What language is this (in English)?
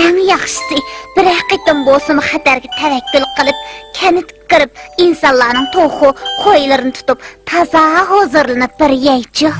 Uyghur